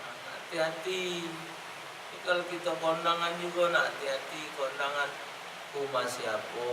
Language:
Musi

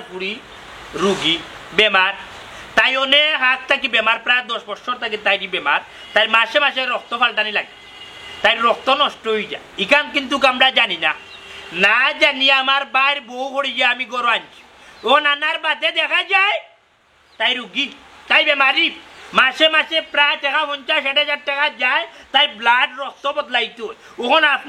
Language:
Sylheti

